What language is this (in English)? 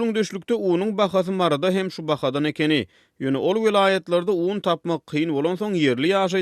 Turkmen